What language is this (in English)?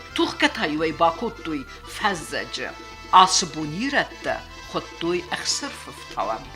Ossetic